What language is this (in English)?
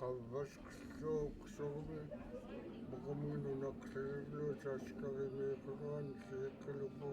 Central Yupik